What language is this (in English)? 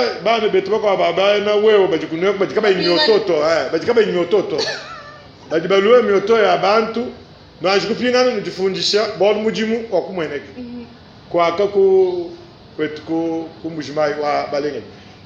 Luba-Lulua